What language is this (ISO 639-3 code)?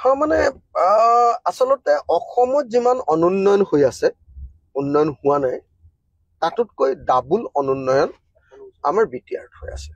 asm